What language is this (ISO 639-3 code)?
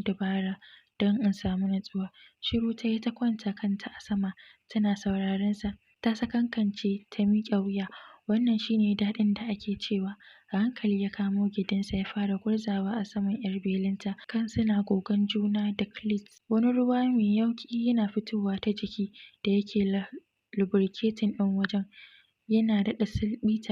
hau